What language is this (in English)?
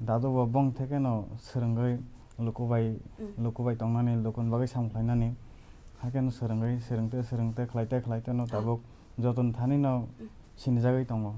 Kok Borok